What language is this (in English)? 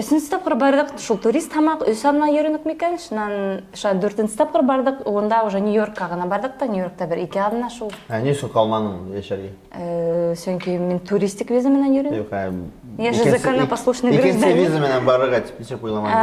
Bashkir